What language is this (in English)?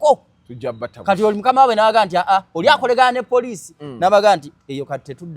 Ganda